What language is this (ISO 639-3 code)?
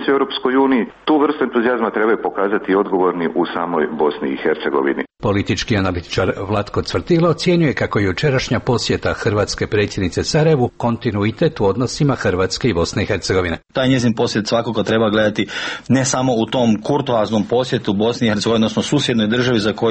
hrv